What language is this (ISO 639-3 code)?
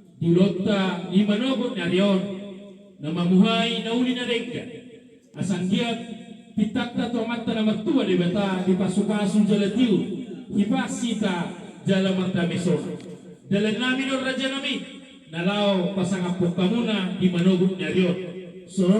bbc